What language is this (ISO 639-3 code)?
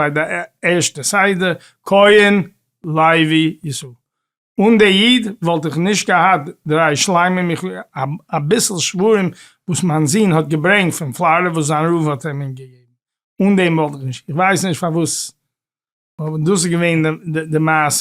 yid